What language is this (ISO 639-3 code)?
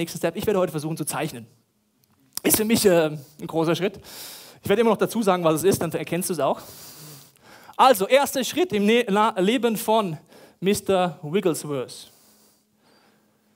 deu